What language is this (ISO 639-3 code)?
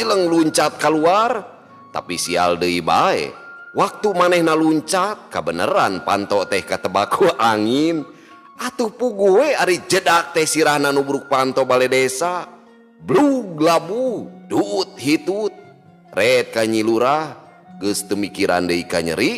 sun